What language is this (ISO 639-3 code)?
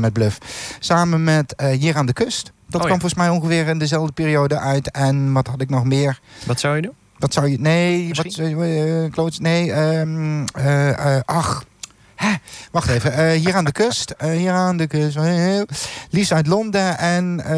nld